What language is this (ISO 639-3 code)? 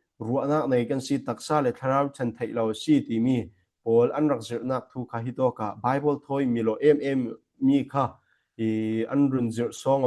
cfm